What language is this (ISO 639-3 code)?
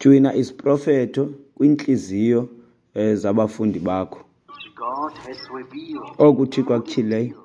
xho